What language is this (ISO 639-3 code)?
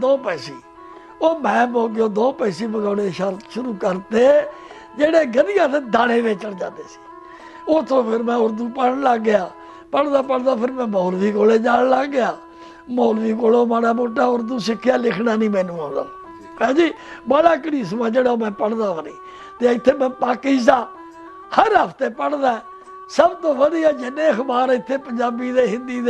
pan